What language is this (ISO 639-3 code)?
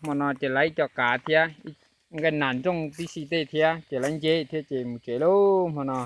hmn